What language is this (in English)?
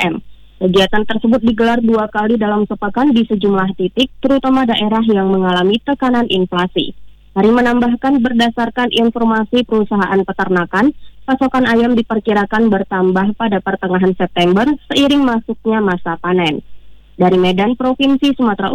Indonesian